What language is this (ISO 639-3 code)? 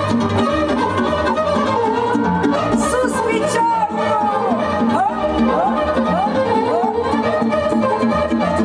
ron